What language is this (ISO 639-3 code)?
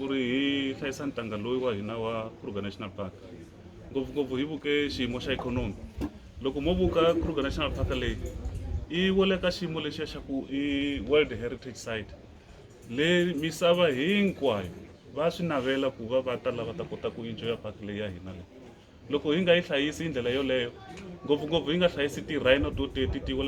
tso